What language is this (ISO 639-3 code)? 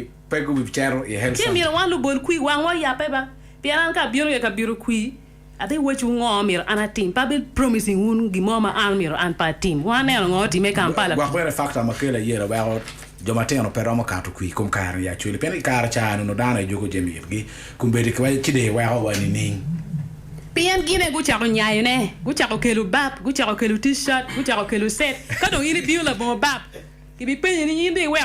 ach